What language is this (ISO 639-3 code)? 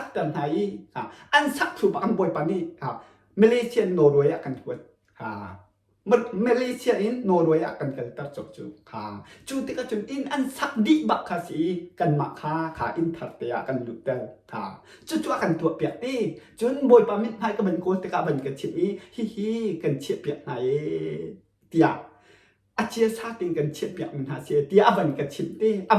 cnh